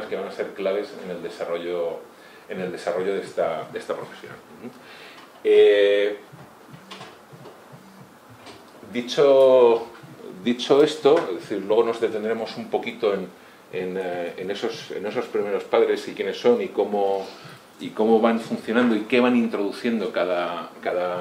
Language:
Spanish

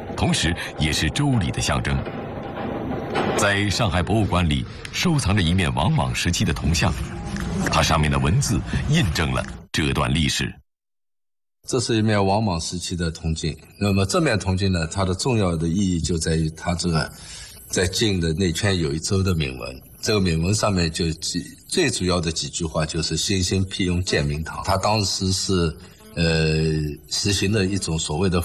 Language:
Chinese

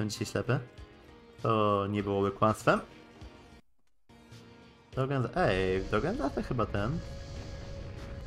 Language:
Polish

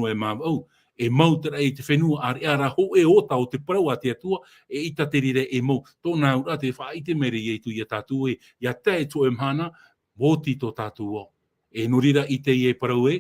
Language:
Tahitian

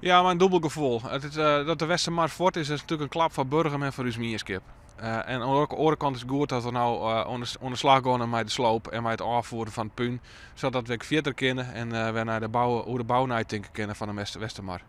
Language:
Western Frisian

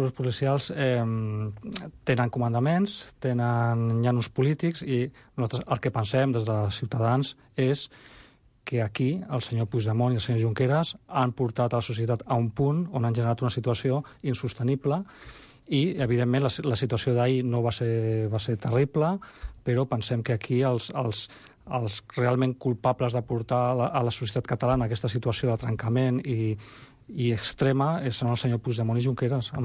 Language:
Catalan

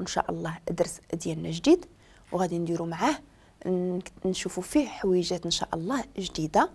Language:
Moroccan Arabic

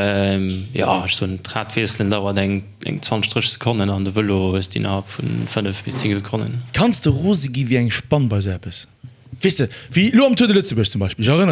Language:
Luxembourgish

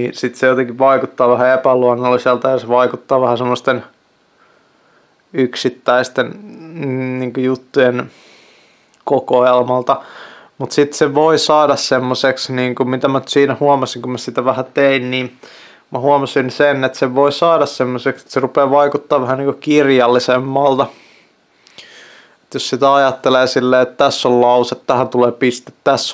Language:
Finnish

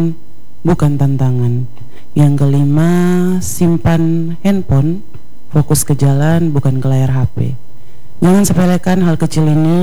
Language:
Indonesian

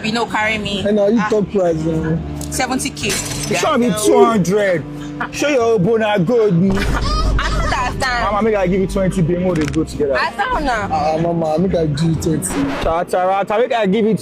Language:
Nigerian Pidgin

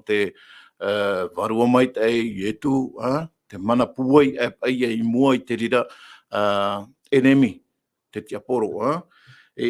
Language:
Tahitian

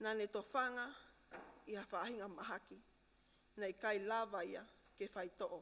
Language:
Tongan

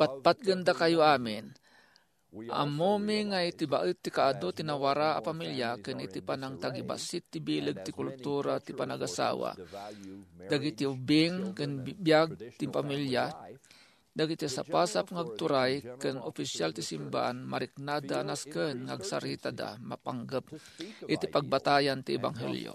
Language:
Iloko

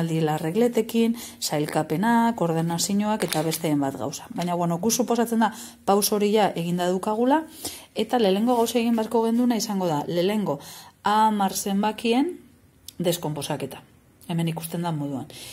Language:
Basque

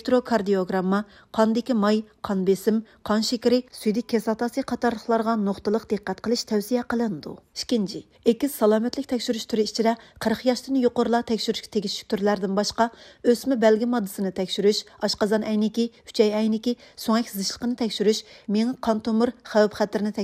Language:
Uyghur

